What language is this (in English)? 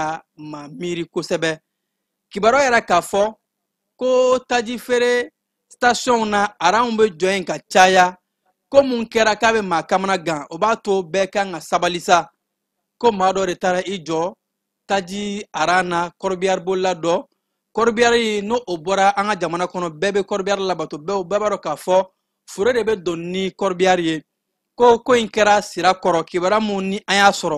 Bambara